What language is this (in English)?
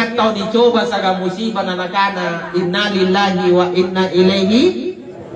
Makasar